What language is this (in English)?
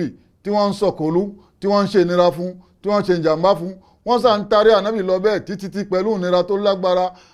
Yoruba